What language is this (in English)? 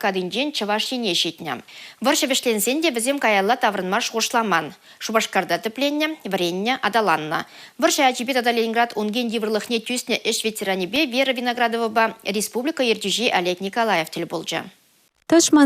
Chuvash